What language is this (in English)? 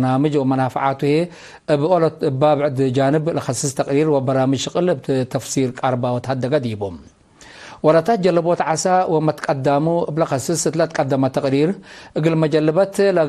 Tigre